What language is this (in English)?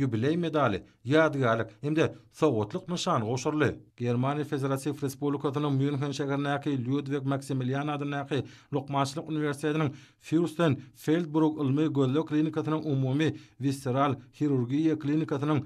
Turkmen